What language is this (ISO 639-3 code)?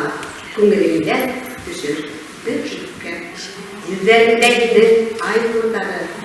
bak